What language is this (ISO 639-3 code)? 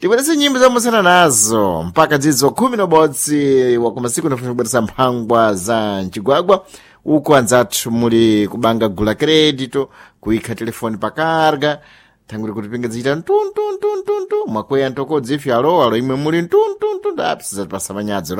seh